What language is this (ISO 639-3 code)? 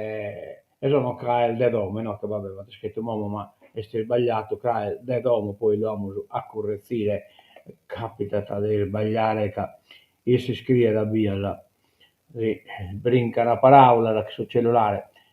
srd